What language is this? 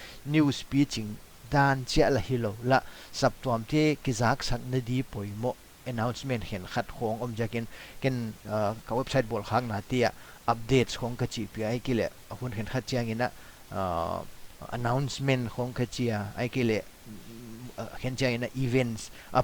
Paite Chin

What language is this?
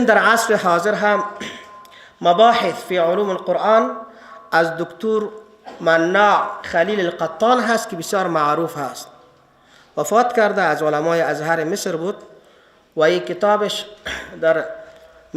Persian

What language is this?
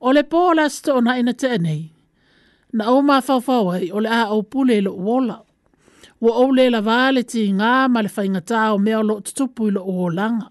Samoan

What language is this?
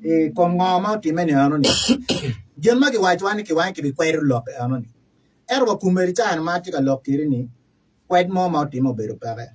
Acoli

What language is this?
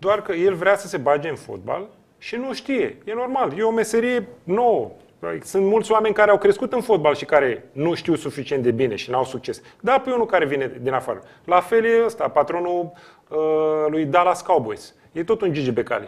Romanian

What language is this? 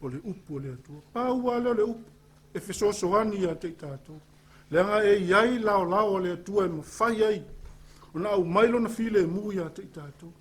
Samoan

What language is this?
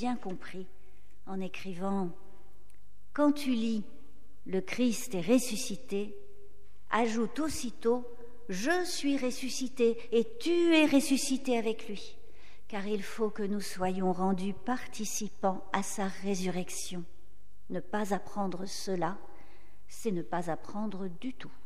French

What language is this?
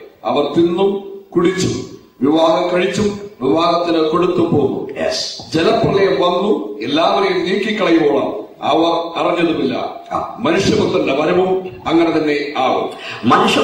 Malayalam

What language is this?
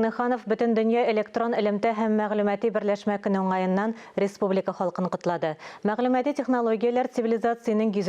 Tatar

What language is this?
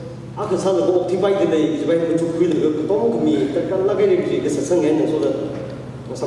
Tangkhul Naga (India)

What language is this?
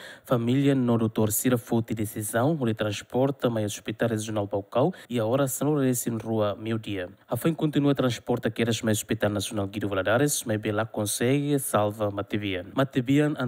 Tetum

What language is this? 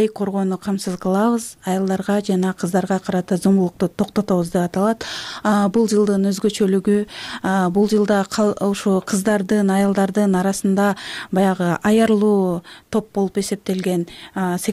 Kyrgyz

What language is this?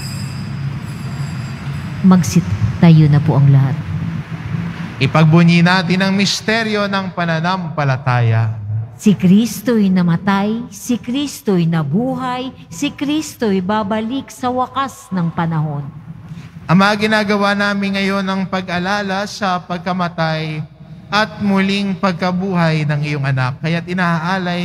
Filipino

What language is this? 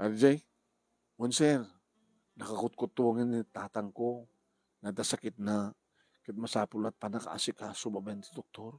Iloko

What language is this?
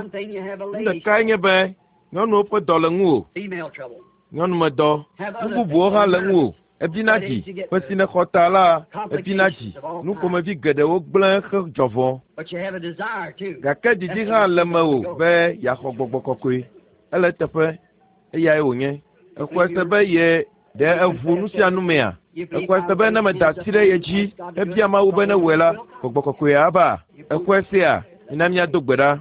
Ewe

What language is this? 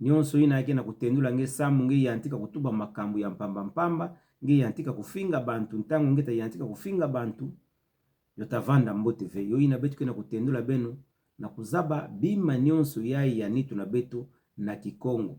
Kituba (Democratic Republic of Congo)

